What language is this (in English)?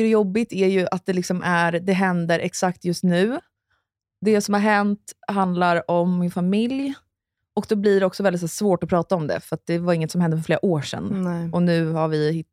Swedish